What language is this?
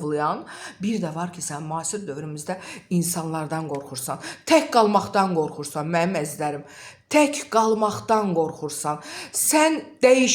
Azerbaijani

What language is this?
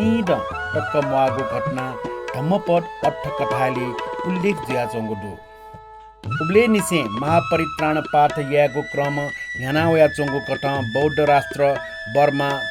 Newari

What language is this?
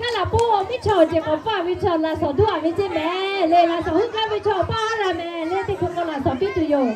Lahu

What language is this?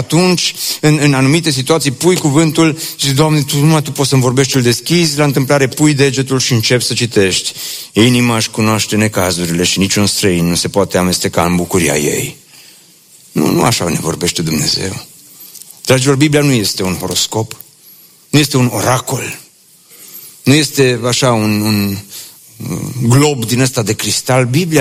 Romanian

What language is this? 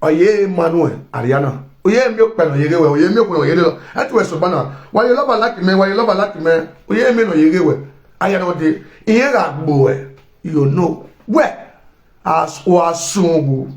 Nigerian Pidgin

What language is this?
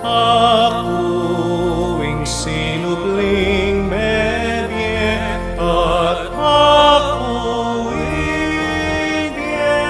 Pampanga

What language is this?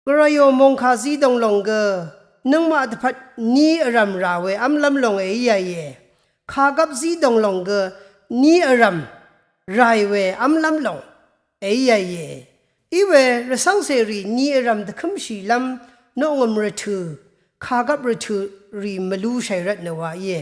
Rawang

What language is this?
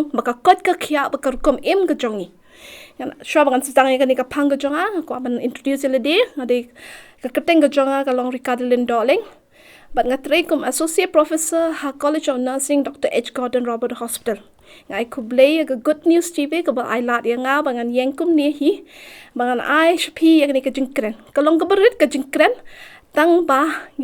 Khasi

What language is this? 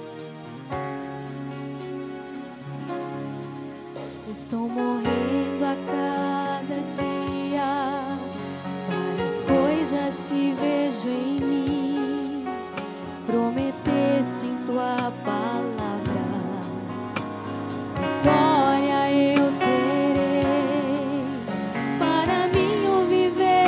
Portuguese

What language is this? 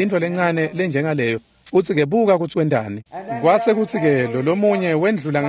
Swati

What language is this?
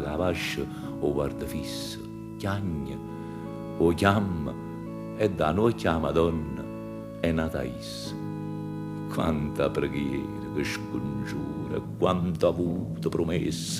Neapolitan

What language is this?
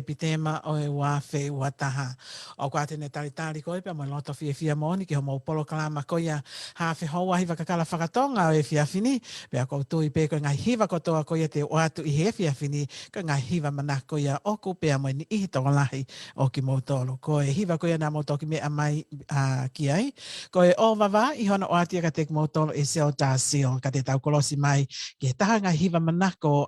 Tongan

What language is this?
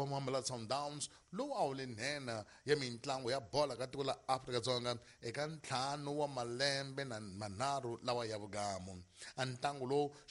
Tsonga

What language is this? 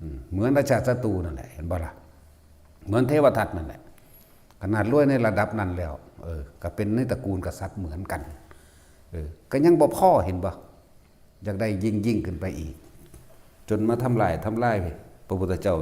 Northeastern Thai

